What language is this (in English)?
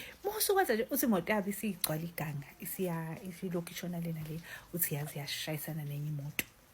Zulu